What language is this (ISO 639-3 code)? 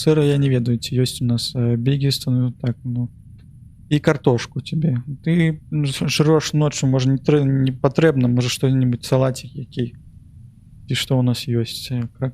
bel